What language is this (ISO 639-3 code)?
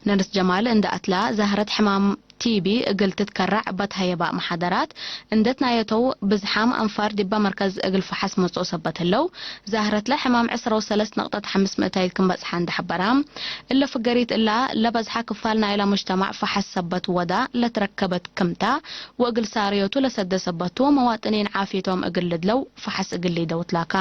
tig